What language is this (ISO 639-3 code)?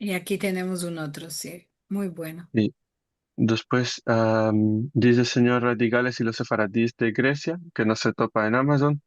lad